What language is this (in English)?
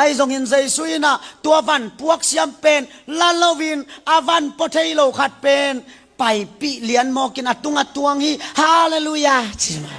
Tedim Chin